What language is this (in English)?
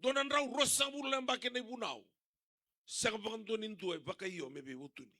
Fijian